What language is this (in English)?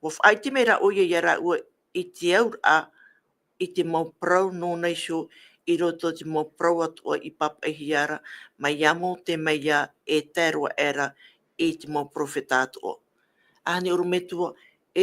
Tahitian